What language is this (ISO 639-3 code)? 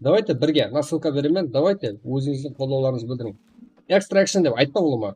kaa